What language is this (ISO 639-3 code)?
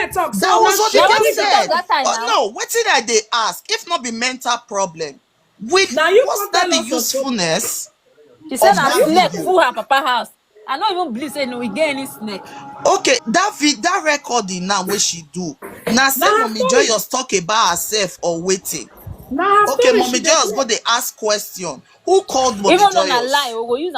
pcm